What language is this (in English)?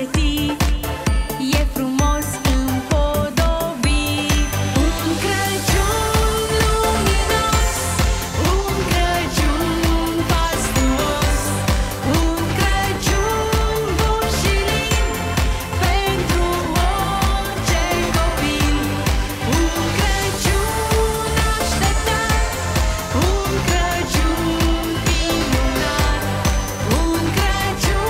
Romanian